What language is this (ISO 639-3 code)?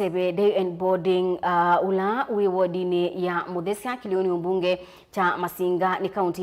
kam